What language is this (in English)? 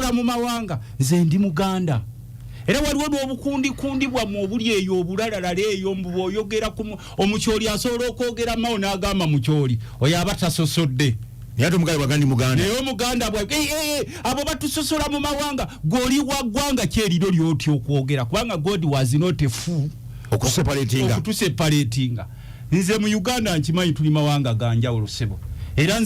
Ganda